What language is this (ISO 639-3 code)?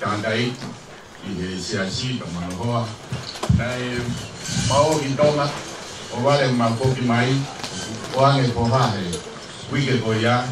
ton